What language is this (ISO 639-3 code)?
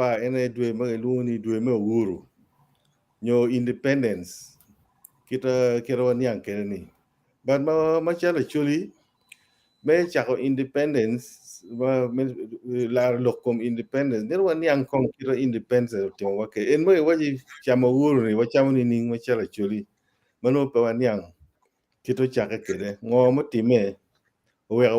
ach